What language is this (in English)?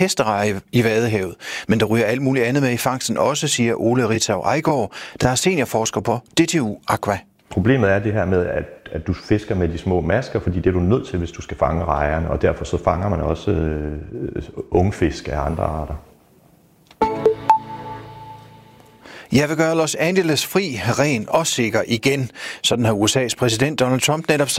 Danish